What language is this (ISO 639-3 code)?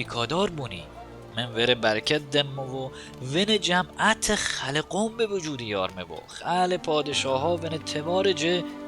mzn